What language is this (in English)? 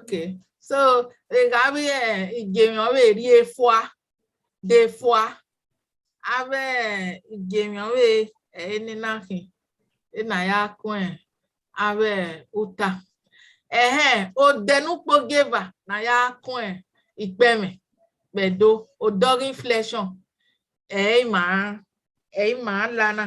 Bini